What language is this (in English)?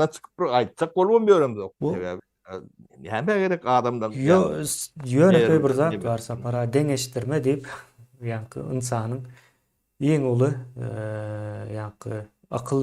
Turkmen